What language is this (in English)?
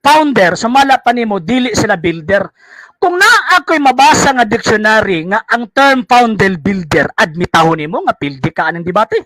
Cebuano